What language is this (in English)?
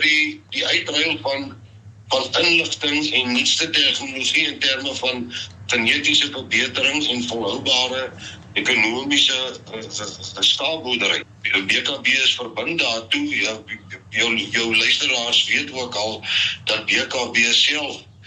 Afrikaans